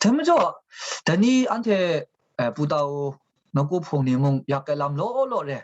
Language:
Kachin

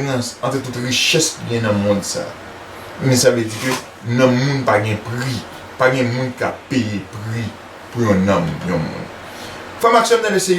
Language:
Haitian Creole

